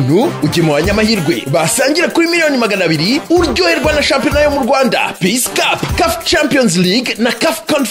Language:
Kinyarwanda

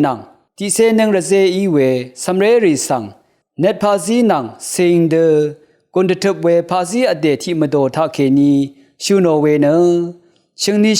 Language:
Rawang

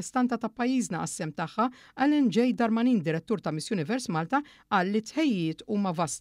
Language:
Maltese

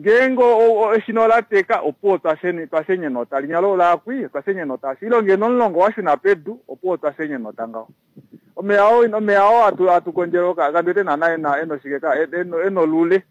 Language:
Kuanyama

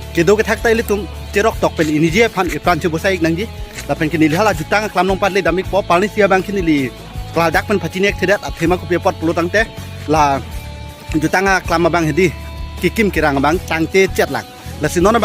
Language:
Karbi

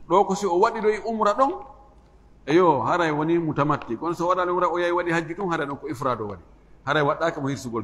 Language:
Fula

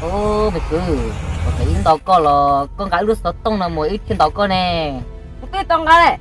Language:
Hmong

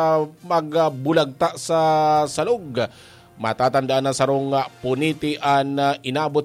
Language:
Bikol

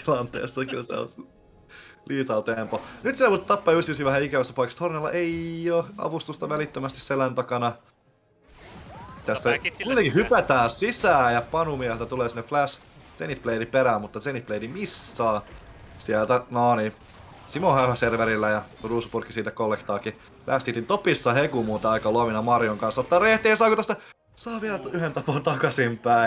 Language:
Finnish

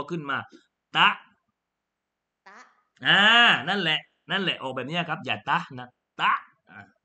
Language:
Thai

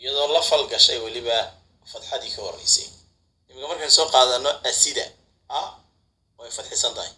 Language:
Somali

